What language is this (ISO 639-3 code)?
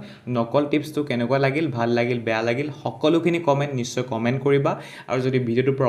asm